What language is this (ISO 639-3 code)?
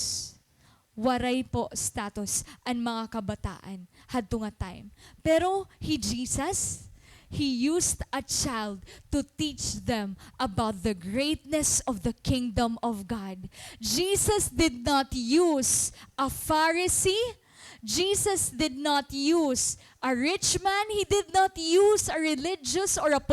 war